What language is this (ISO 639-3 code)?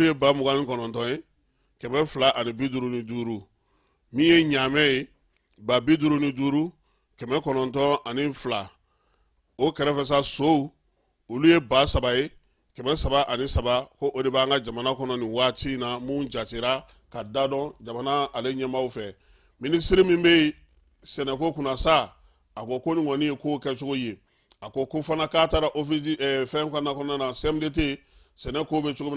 bam